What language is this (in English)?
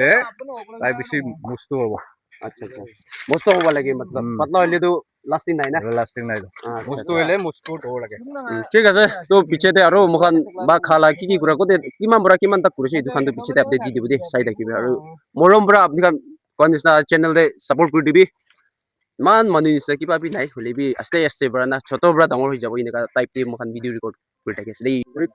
Naga Pidgin